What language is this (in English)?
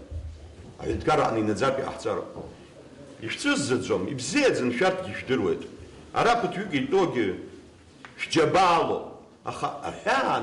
Abkhazian